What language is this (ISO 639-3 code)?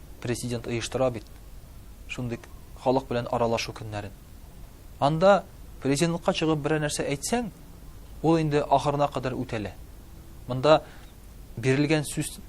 tat